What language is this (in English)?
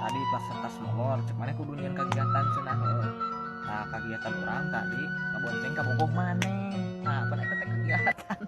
Sundanese